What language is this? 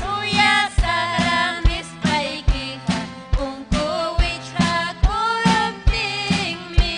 Ayacucho Quechua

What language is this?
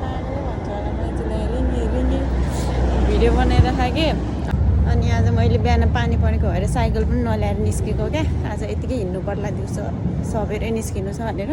Nepali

